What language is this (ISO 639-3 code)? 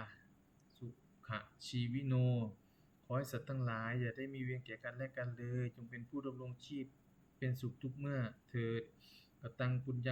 pli